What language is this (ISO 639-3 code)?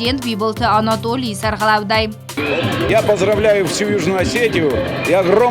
oss